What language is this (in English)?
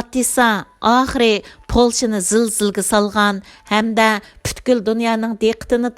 Uyghur